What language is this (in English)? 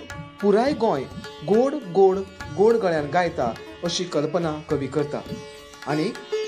Konkani